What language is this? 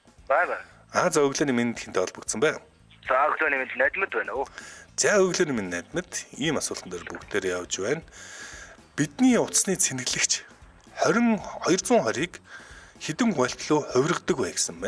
Mongolian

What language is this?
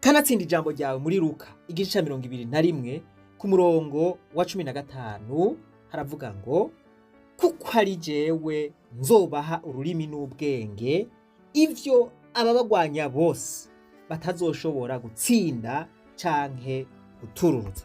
Rundi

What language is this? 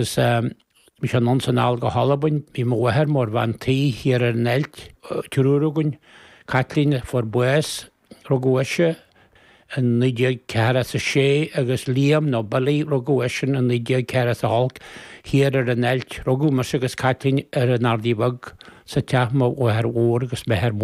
Irish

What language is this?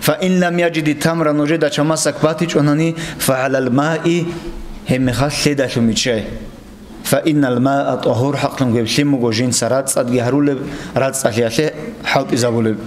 Avaric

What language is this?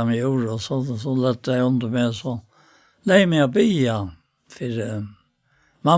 Faroese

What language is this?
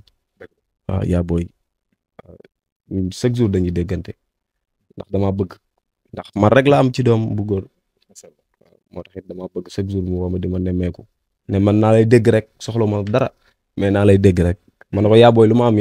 Wolof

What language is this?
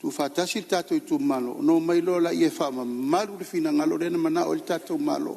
Samoan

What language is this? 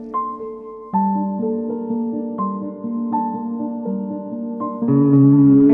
Kazakh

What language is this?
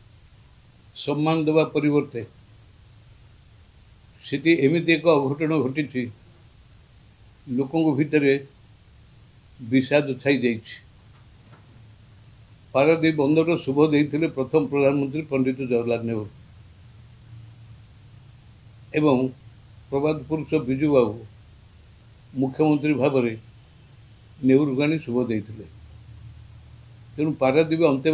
Odia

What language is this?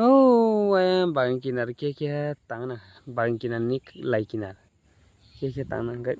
Kok Borok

